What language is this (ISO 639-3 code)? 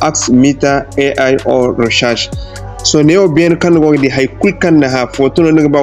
dje